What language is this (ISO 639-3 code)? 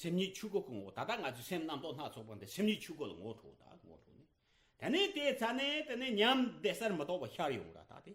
bod